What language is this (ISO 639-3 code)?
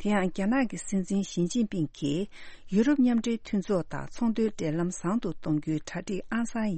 bod